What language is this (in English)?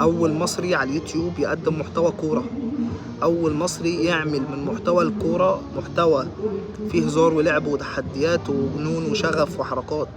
Egyptian Arabic